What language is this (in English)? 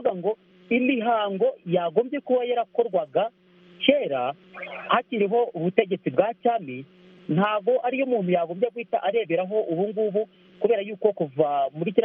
Kinyarwanda